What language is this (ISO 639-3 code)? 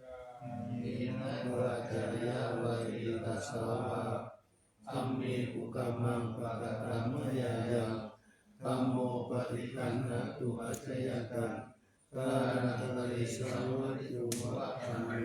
pli